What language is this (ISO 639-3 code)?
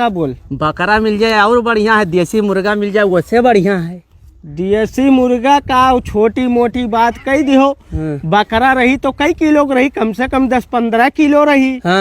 awa